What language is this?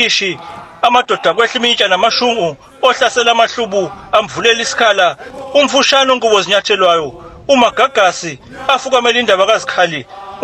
Zulu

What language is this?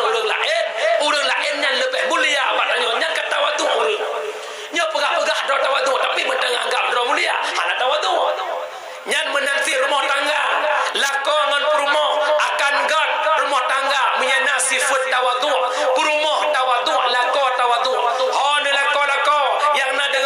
Achinese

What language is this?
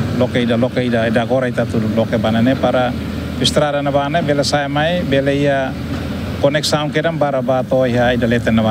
Tetum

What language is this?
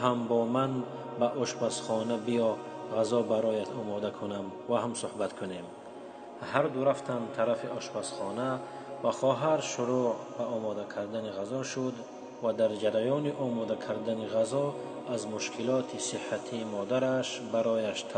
Tajik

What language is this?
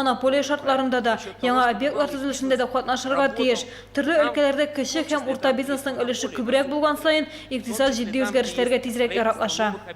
Tatar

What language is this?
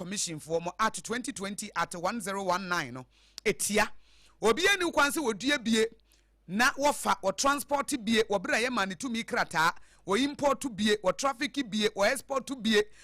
Akan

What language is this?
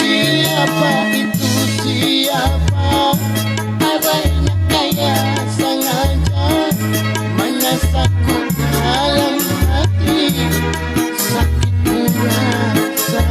Banjar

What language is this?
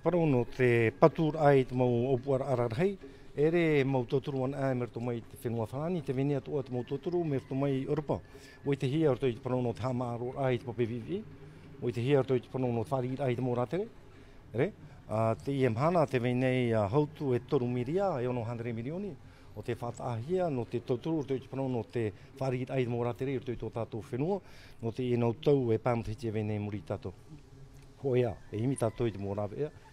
Tahitian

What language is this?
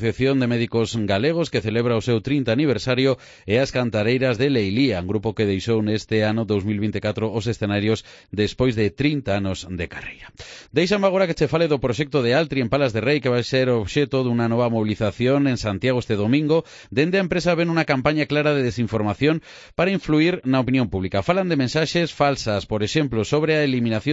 Galician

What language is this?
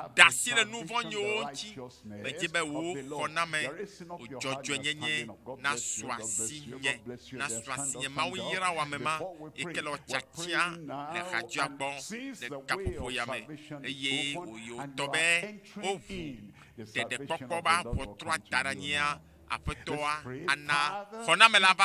Ewe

